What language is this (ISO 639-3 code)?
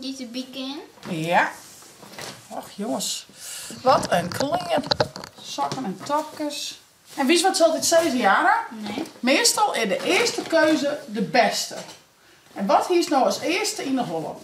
fry